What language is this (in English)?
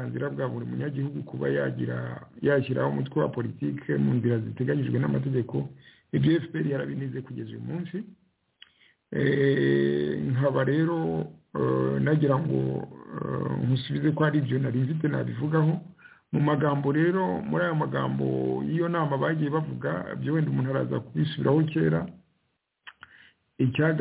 Kinyarwanda